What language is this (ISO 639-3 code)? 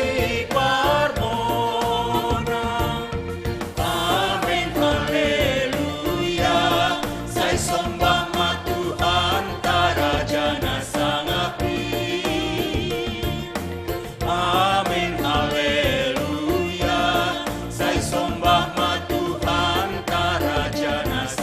bts